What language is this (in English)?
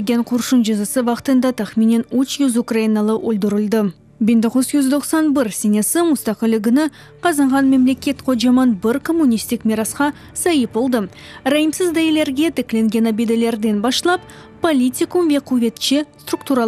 Crimean Tatar